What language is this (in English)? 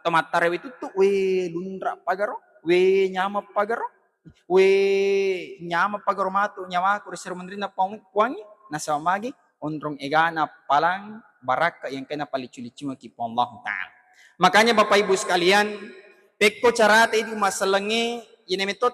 Buginese